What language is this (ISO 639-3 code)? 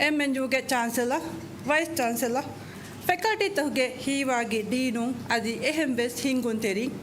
div